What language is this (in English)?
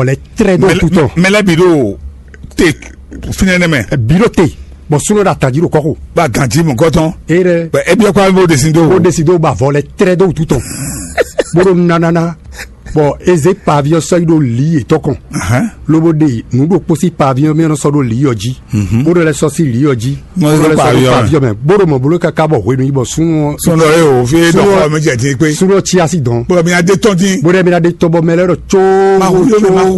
Fon